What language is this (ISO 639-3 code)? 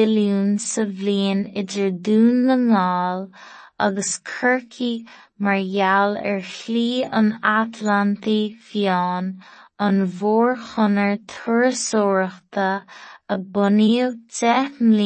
gle